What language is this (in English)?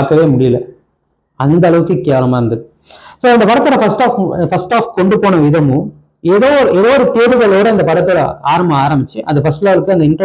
Tamil